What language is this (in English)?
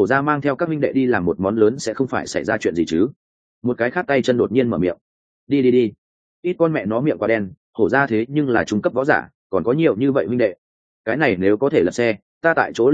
Vietnamese